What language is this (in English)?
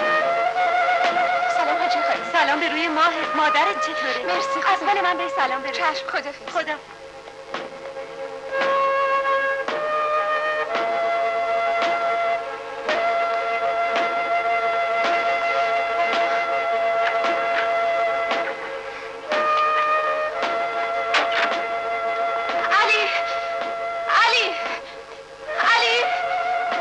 Persian